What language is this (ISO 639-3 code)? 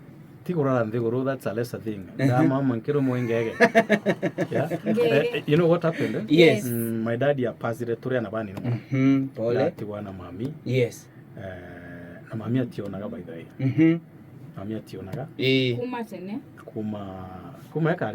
mer